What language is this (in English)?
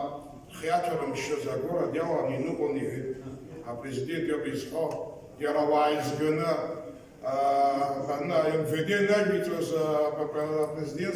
Abkhazian